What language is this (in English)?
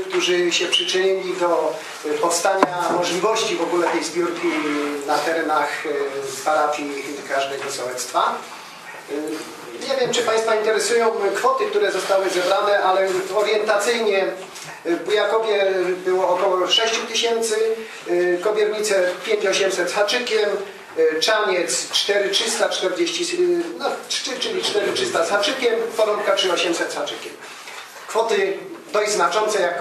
Polish